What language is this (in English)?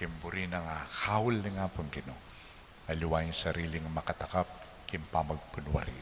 Pampanga